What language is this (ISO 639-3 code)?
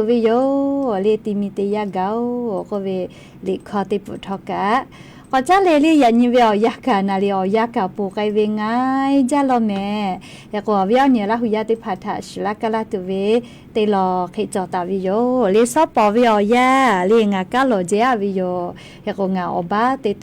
lhu